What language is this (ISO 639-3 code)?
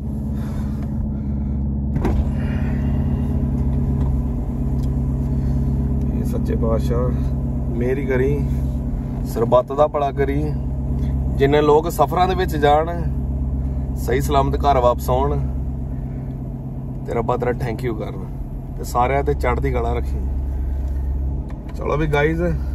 pan